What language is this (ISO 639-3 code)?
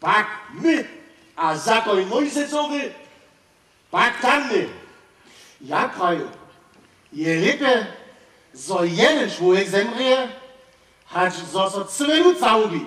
hsb